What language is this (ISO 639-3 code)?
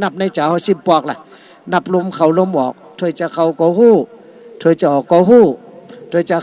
shn